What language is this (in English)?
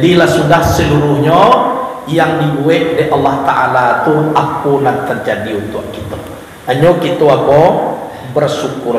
Minangkabau